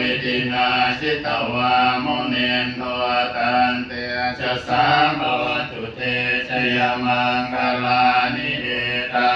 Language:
Pali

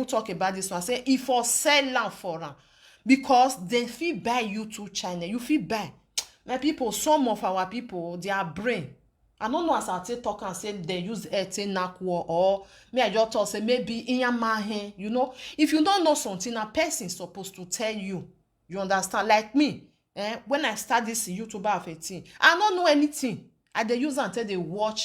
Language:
Nigerian Pidgin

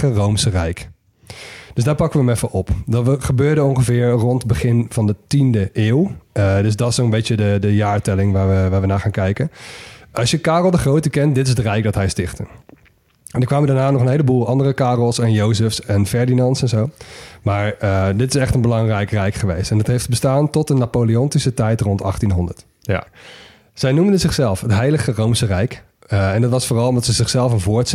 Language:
Dutch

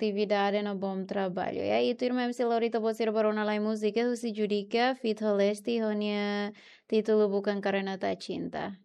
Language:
Tetum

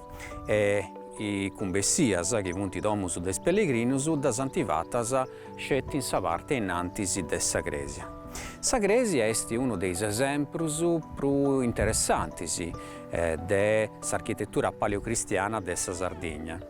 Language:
Sardinian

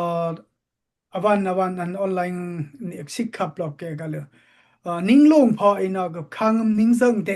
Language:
Dimasa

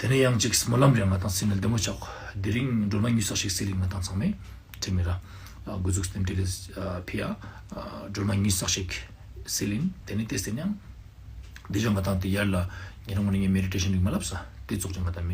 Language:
Ladakhi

